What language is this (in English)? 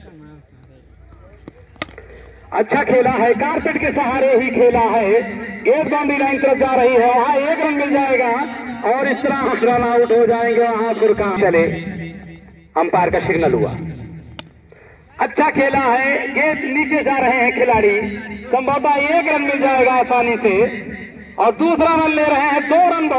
Hindi